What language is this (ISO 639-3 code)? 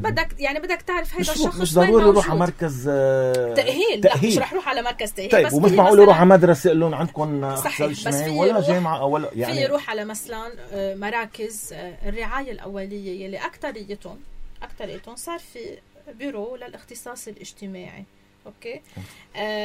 apc